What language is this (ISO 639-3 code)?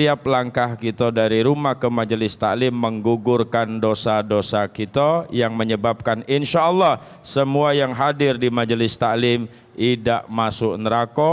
mui